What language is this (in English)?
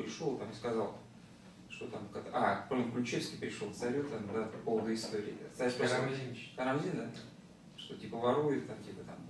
Russian